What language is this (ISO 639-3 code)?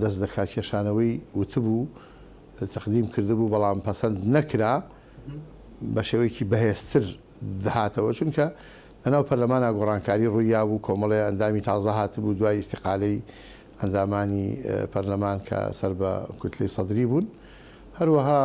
ckb